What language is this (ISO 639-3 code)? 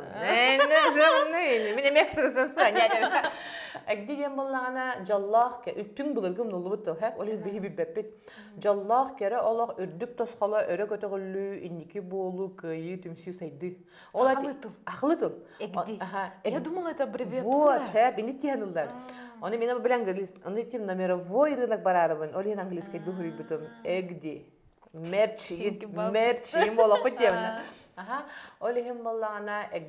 sah